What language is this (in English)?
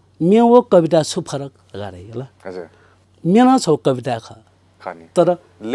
Newari